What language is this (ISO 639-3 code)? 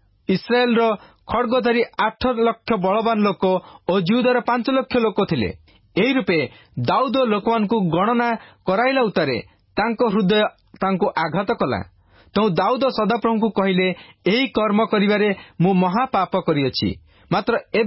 ori